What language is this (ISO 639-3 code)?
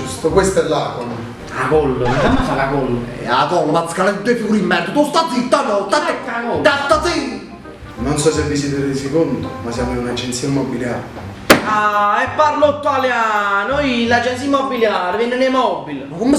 nap